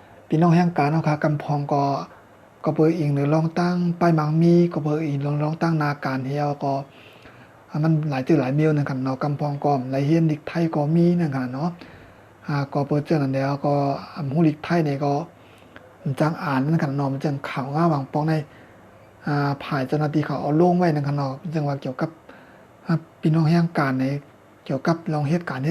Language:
Shan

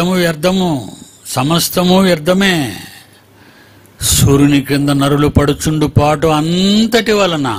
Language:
Telugu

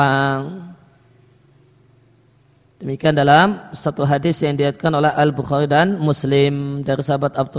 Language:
Indonesian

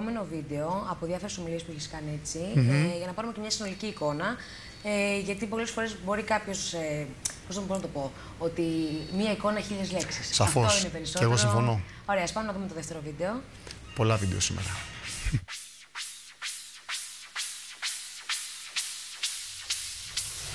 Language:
Greek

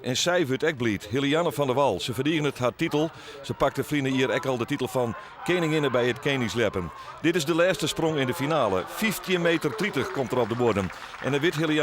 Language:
Western Frisian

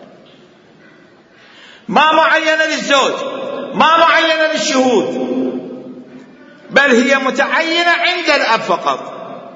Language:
Arabic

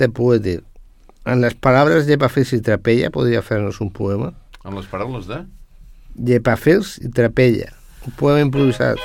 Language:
Catalan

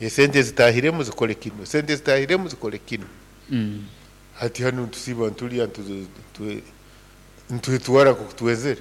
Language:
Nyoro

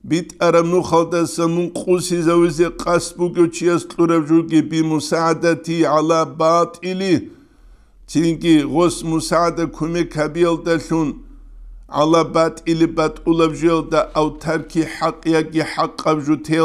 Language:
Avaric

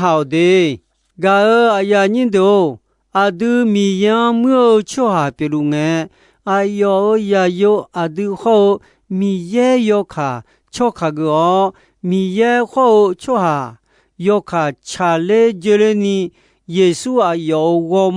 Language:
Akha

